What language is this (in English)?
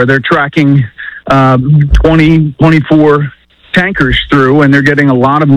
English